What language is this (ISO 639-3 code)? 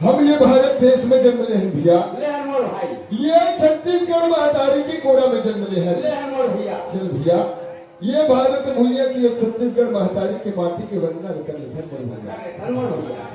hne